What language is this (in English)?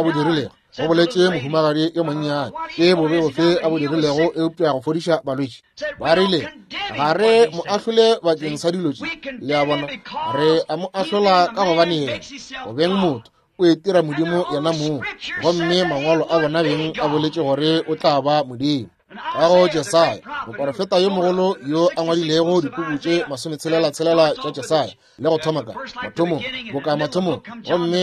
Northern Sotho